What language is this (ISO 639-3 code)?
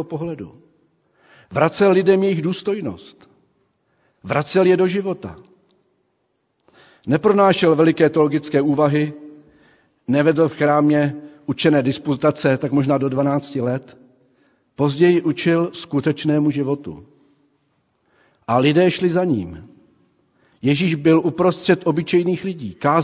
ces